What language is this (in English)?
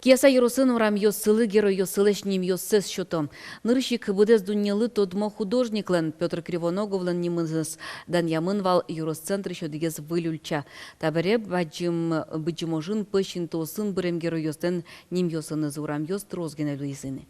Udmurt